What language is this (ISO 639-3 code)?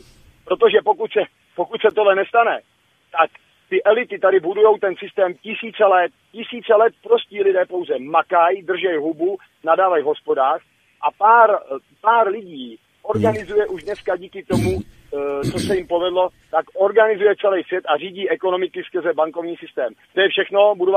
ces